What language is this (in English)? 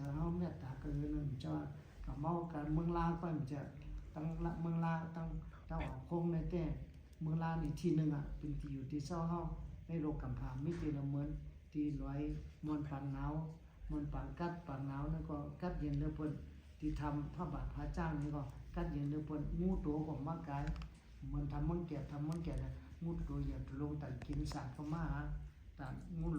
Shan